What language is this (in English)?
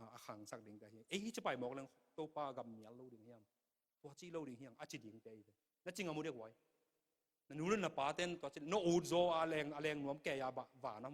Tedim Chin